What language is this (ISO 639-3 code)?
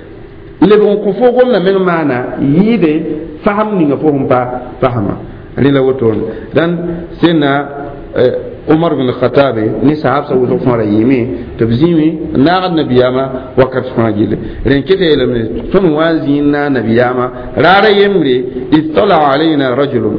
mos